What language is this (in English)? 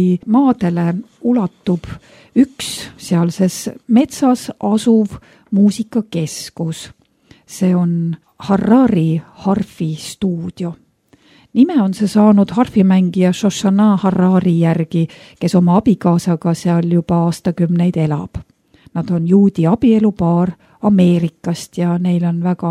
Estonian